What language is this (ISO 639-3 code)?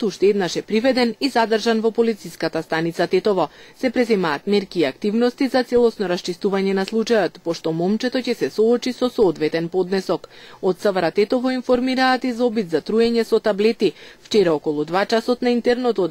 mkd